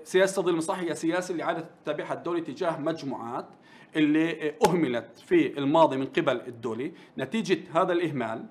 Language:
Arabic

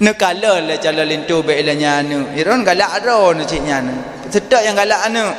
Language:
Achinese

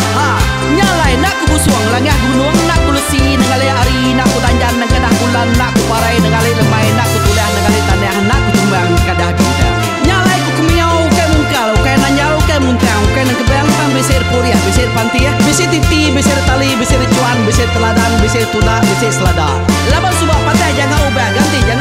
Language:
Iban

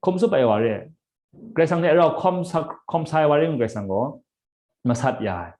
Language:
Kachin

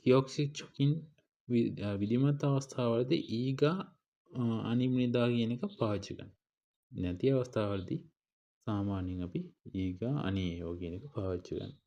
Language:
Sinhala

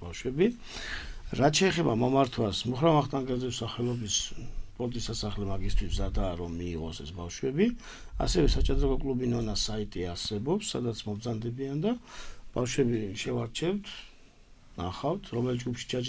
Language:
Georgian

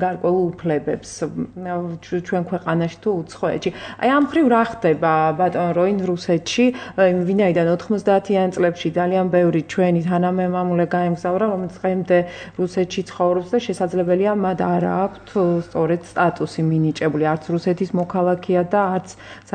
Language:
Georgian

